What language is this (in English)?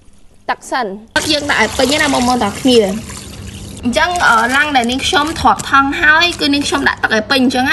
Khmer